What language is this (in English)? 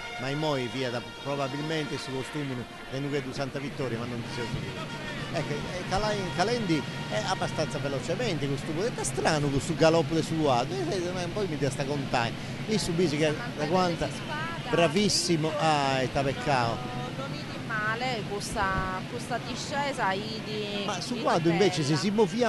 Sardinian